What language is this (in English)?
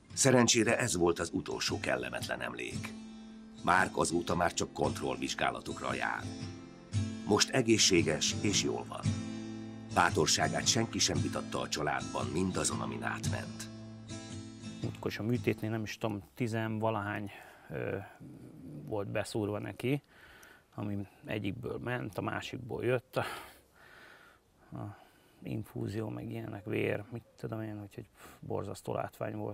Hungarian